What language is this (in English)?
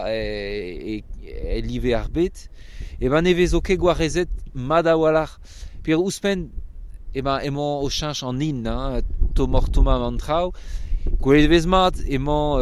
Breton